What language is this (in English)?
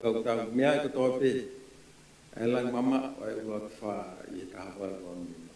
Tongan